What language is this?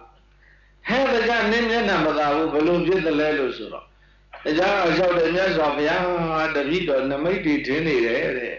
Burmese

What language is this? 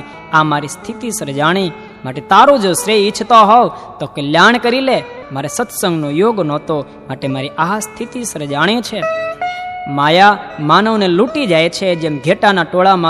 Gujarati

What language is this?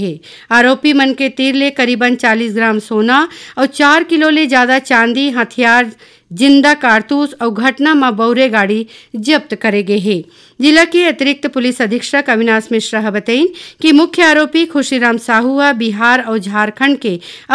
Chhattisgarhi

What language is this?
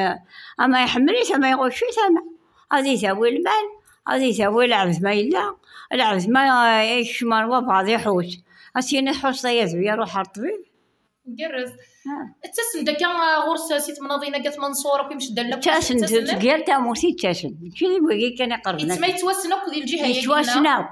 Kabyle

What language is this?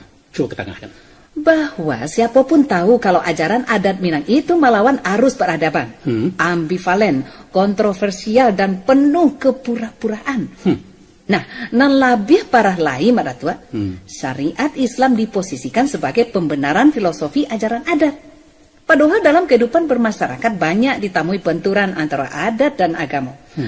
Minangkabau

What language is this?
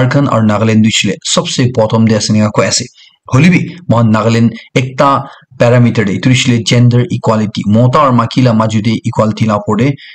Naga Pidgin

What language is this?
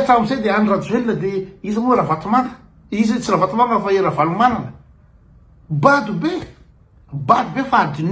Malagasy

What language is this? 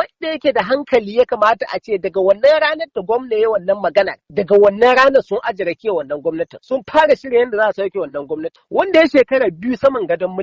Hausa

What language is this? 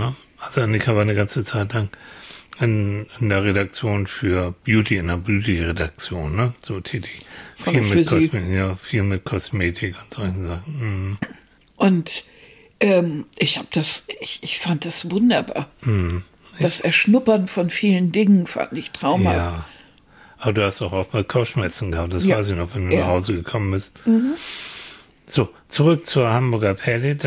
German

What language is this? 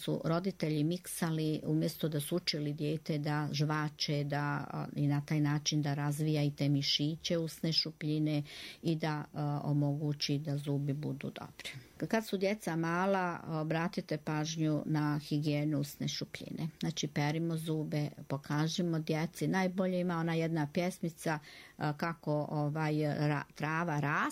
Croatian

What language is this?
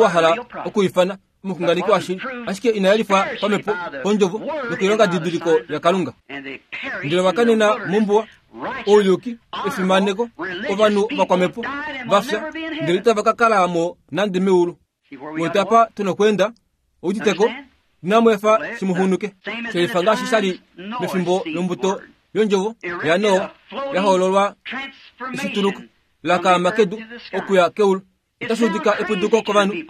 Kuanyama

